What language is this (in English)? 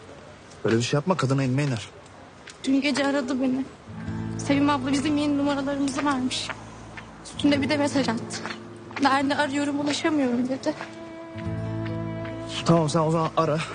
Turkish